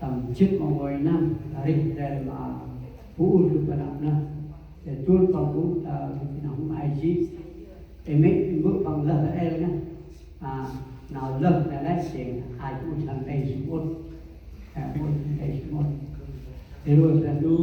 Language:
Central Mnong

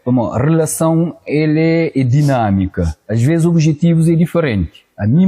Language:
Kabuverdianu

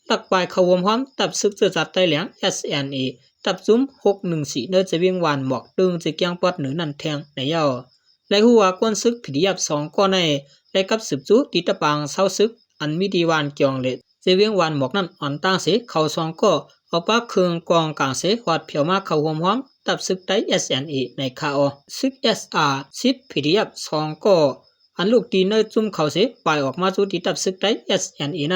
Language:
Shan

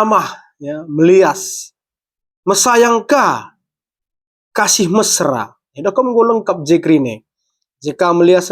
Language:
Batak Karo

